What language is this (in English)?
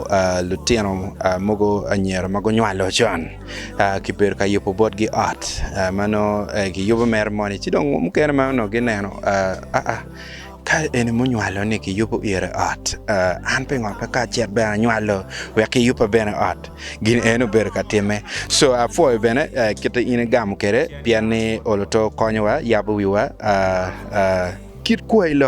Acoli